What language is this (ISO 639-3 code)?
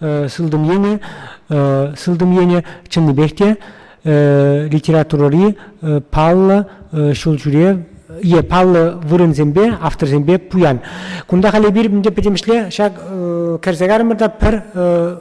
chv